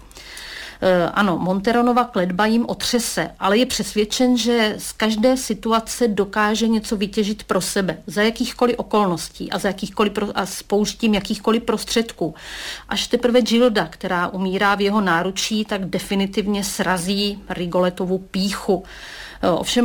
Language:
Czech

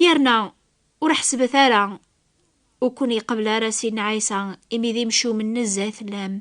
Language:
Kabyle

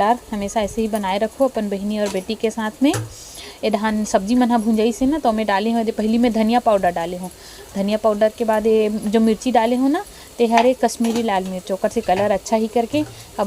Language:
Chhattisgarhi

